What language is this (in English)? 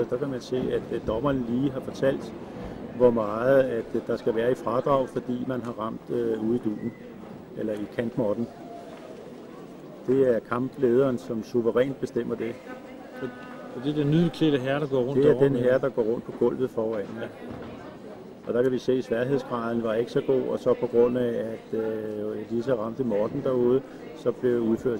Danish